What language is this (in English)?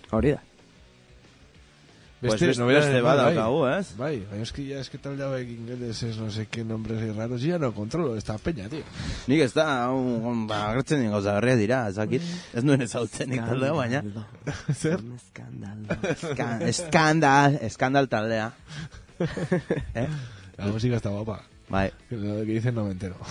Basque